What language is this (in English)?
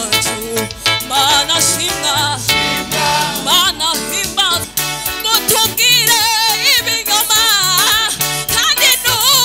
Kinyarwanda